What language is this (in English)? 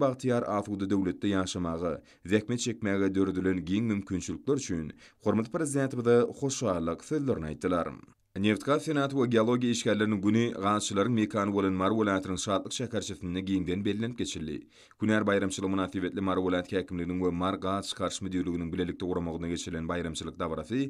Turkmen